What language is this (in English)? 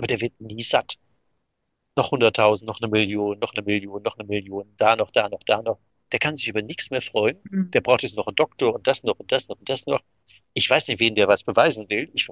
German